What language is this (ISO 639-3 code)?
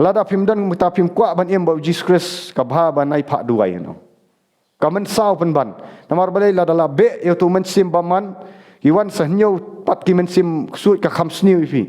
kha